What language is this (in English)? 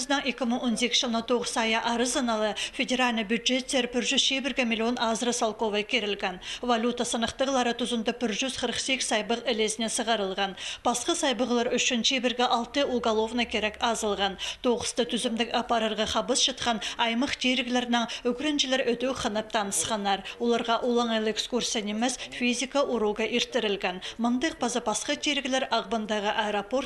Khakas